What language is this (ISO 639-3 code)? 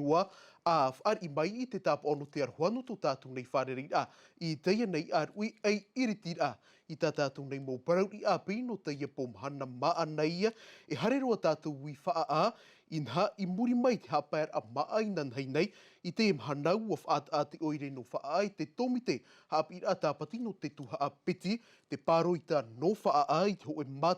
tah